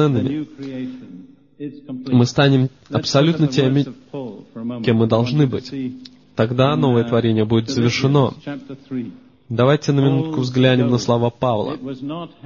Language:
Russian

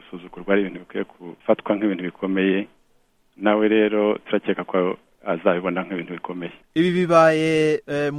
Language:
Kinyarwanda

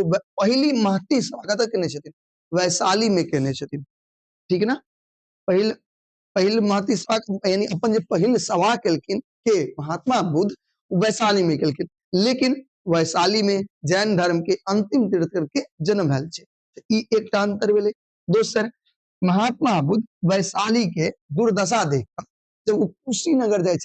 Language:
Maithili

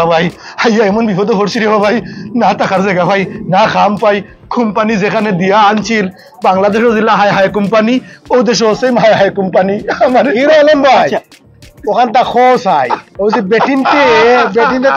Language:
Sylheti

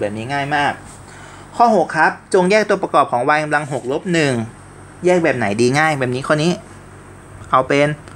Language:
Thai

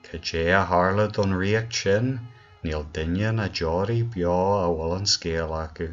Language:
Irish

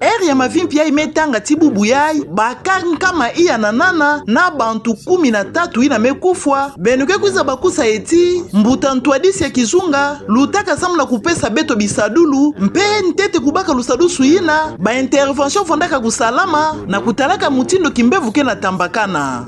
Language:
Kituba (Democratic Republic of Congo)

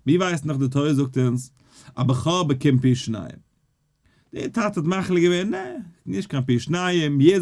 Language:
Yiddish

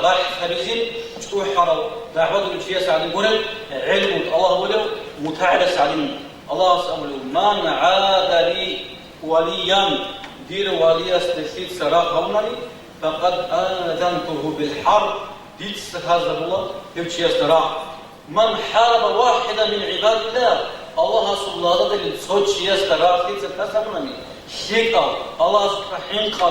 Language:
Avaric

